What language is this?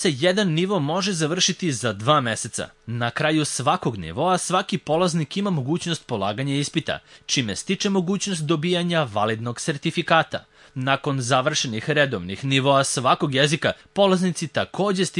Serbian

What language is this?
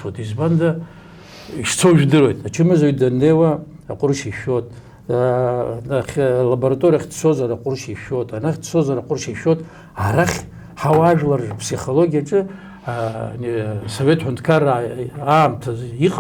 Abkhazian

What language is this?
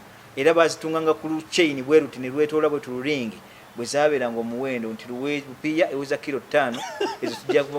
Ganda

